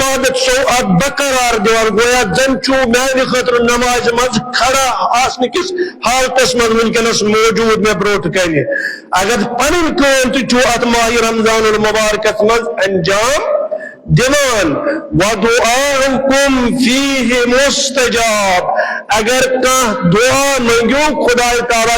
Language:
Kashmiri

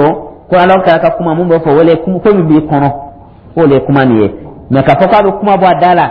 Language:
Dyula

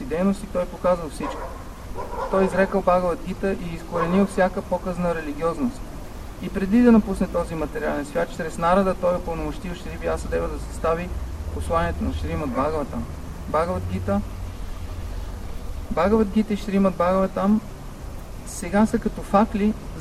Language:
Bulgarian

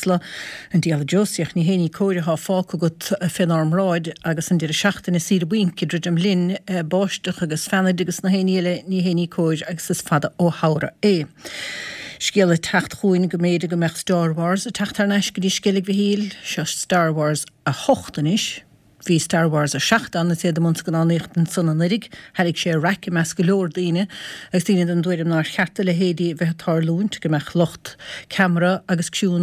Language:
Irish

